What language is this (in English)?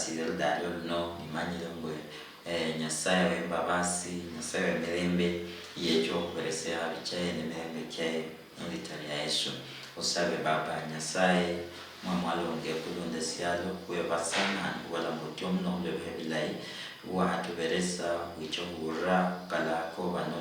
Luyia